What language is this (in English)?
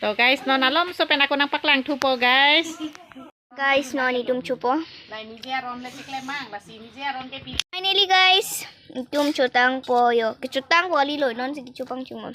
Karbi